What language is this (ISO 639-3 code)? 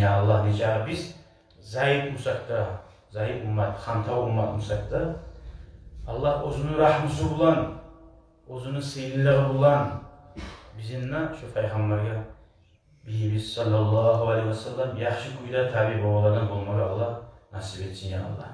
kum